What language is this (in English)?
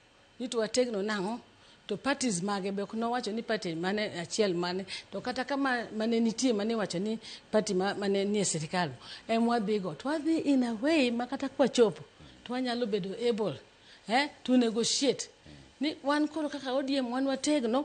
Luo (Kenya and Tanzania)